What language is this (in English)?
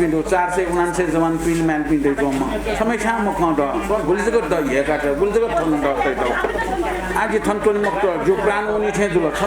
Newari